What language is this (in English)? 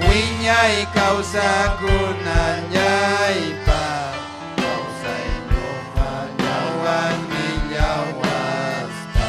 Ayacucho Quechua